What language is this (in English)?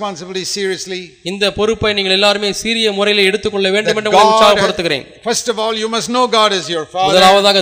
Tamil